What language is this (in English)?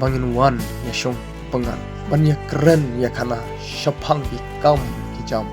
Khasi